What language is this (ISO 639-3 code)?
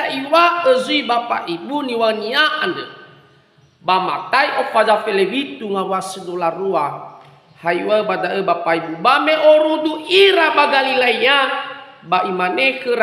nia